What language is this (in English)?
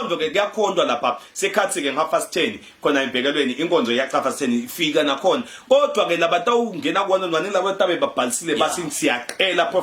Zulu